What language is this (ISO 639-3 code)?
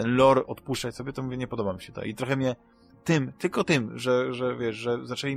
pol